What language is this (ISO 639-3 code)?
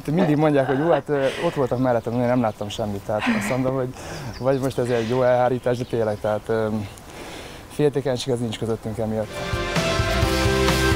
hun